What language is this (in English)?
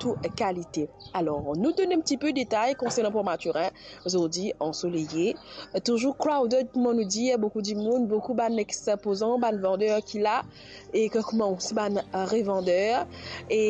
Morisyen